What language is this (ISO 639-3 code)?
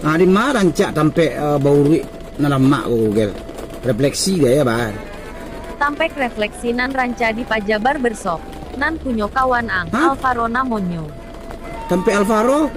min